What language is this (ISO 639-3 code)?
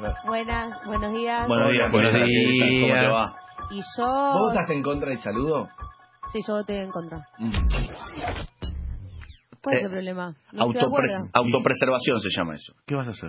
spa